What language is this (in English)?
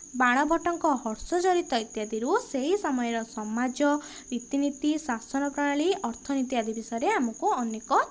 Odia